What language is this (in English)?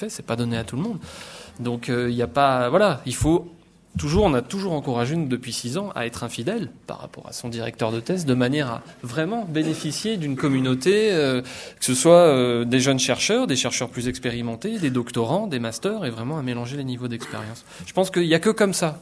French